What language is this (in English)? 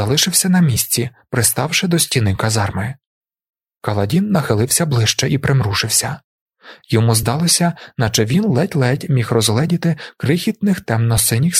Ukrainian